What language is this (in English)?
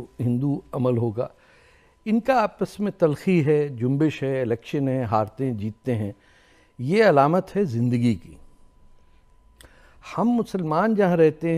Urdu